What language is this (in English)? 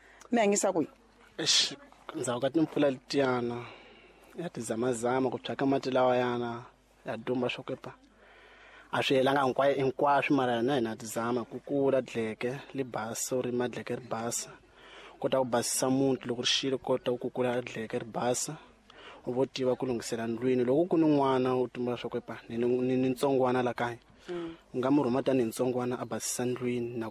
Tsonga